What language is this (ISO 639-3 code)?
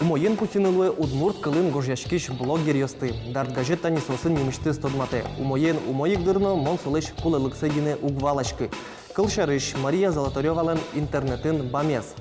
udm